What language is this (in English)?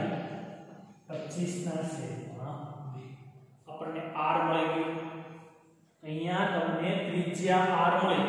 Gujarati